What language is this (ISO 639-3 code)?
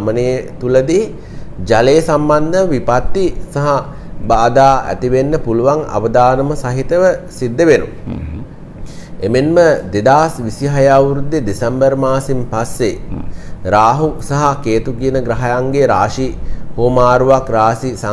sin